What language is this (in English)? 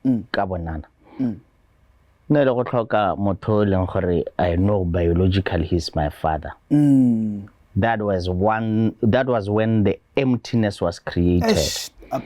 Tswana